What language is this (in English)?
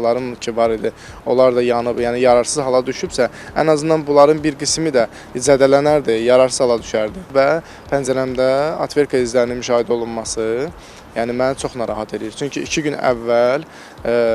Azerbaijani